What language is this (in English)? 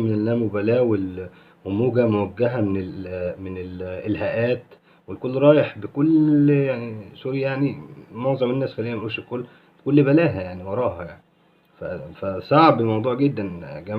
Egyptian Arabic